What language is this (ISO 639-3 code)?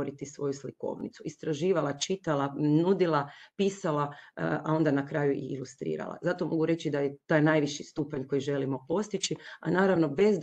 hrv